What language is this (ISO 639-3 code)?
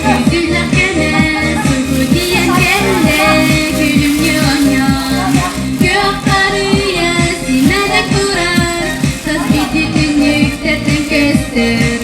sah